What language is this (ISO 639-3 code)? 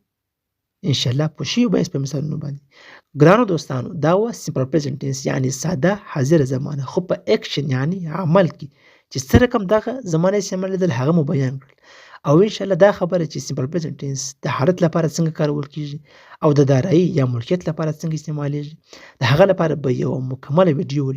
pus